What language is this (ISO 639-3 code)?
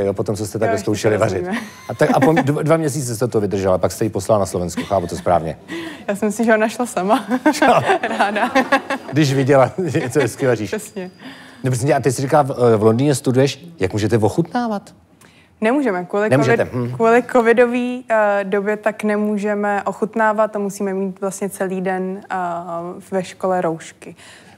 ces